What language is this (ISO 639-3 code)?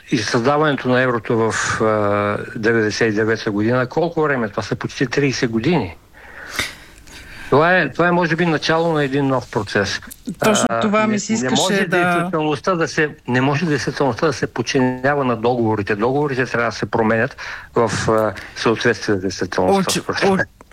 bul